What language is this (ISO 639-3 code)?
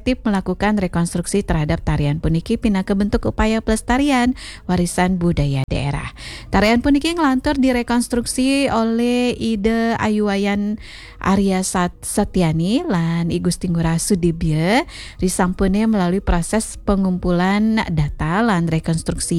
ban